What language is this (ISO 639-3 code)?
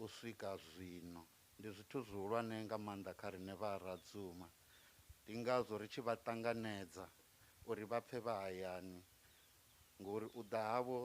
ven